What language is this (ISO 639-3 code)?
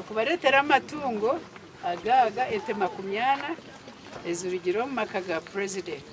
nyn